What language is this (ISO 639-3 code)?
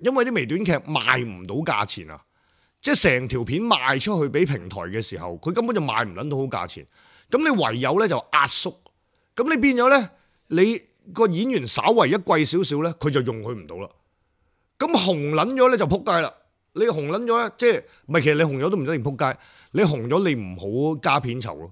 yue